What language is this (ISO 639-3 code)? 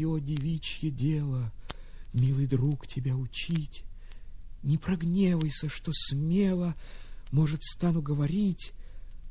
rus